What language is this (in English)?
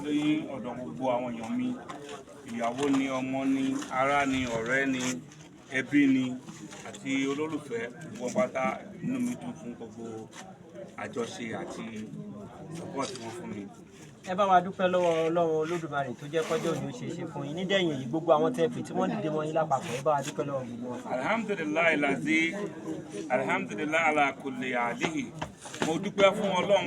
Yoruba